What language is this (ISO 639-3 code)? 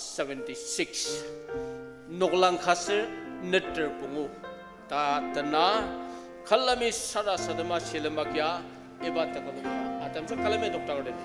njo